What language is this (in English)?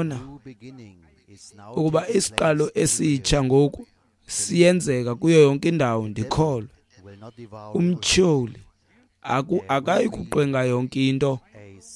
Xhosa